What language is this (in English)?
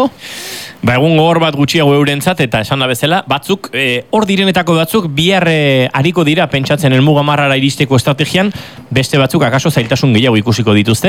Basque